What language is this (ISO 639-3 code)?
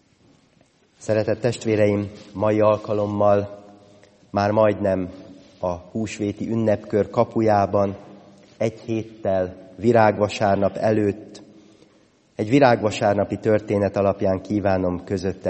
hun